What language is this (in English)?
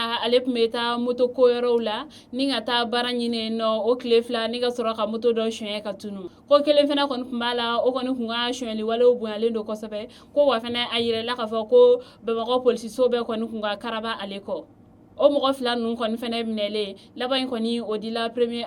Bambara